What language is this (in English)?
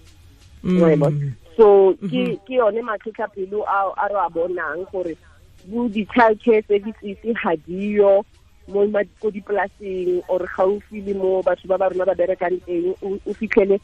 Tswana